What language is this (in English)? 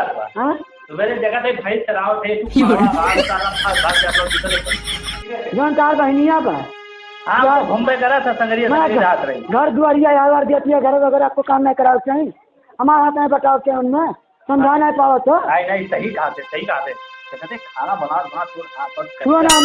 Awadhi